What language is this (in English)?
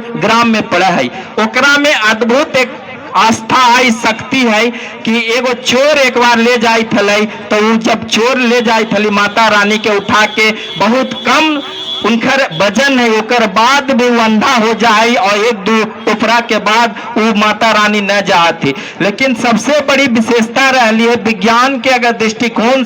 Magahi